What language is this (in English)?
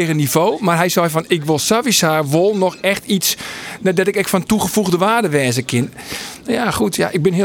Western Frisian